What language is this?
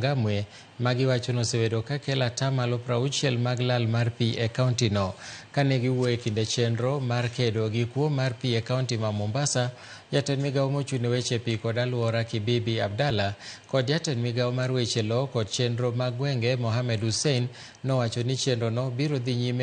Luo (Kenya and Tanzania)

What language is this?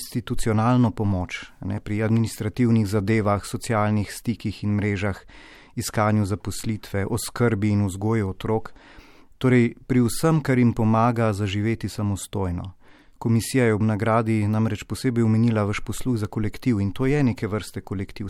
Slovenian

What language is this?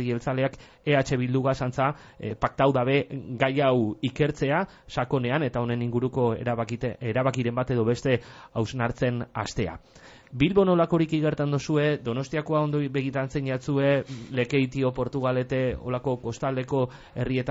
Basque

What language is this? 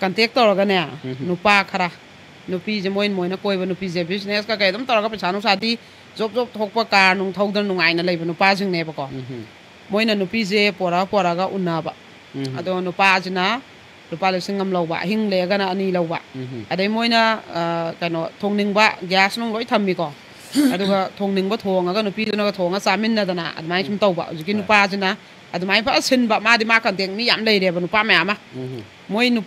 Manipuri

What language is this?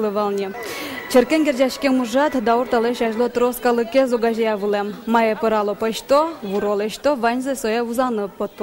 Udmurt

